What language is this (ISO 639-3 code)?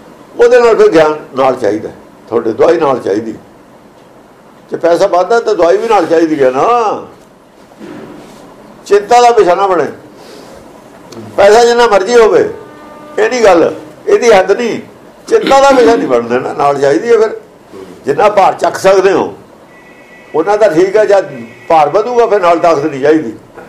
pan